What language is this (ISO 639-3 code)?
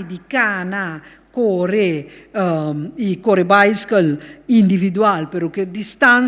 pap